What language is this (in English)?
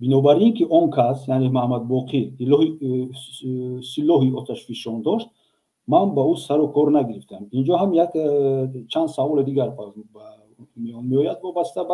Tajik